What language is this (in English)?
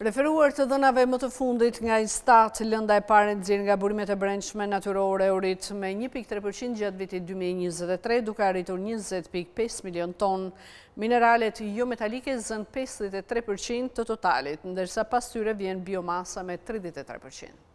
Albanian